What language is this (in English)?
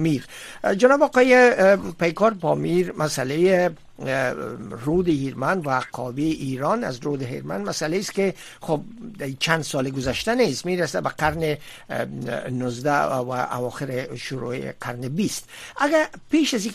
Persian